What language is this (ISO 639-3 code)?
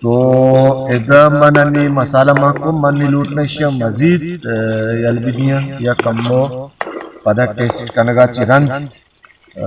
bal